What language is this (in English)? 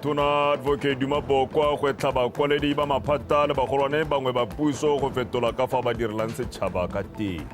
Tswana